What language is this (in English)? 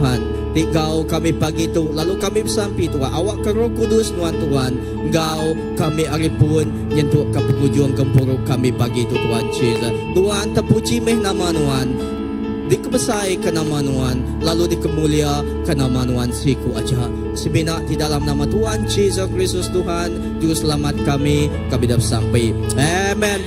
Iban